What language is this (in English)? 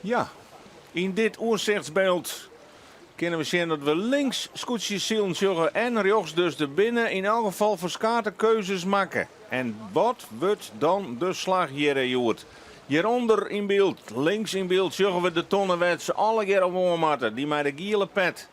Western Frisian